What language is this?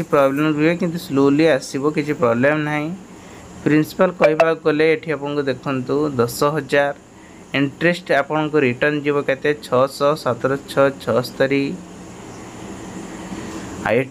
Odia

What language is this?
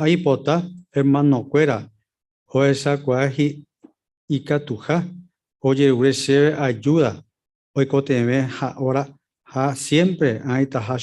Guarani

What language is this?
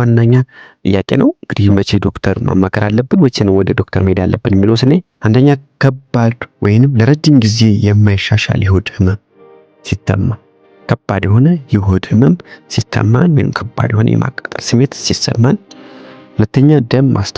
Amharic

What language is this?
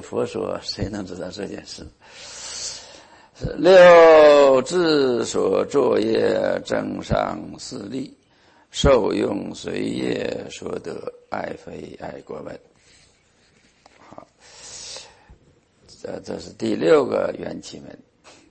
Chinese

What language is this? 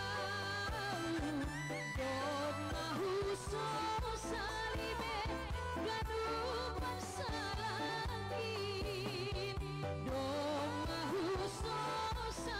Batak Simalungun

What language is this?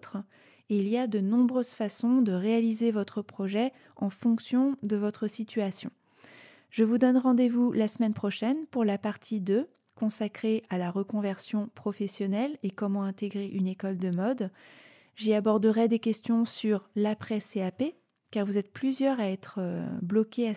French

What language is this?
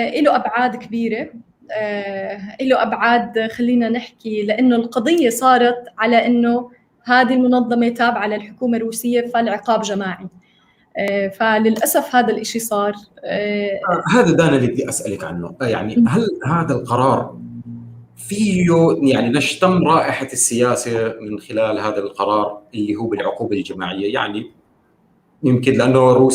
North Levantine Arabic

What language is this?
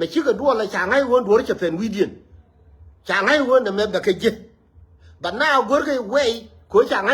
Nuer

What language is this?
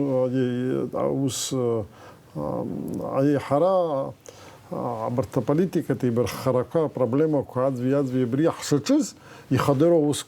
Abkhazian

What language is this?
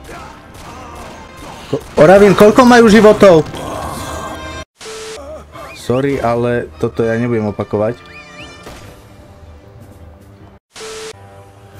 Slovak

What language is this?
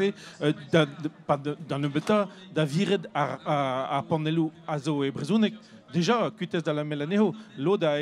Breton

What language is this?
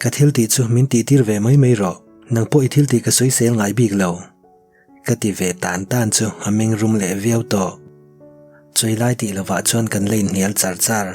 Mizo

